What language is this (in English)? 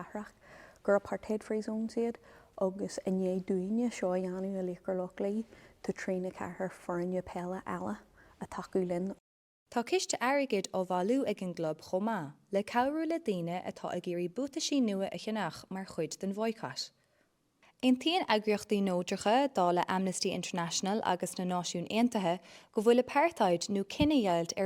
Irish